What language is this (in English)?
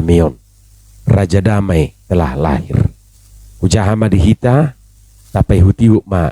Batak Toba